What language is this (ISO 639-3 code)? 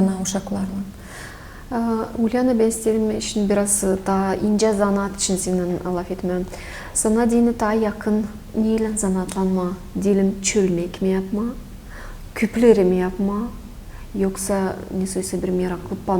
gag